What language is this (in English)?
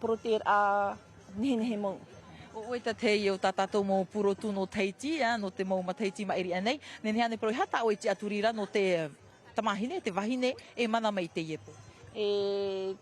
Tahitian